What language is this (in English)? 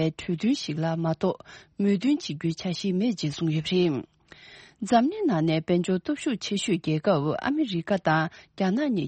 Tibetan